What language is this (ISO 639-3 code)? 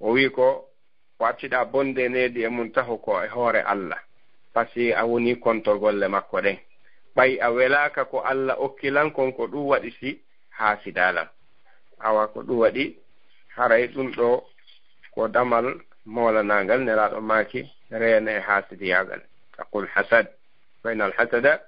ful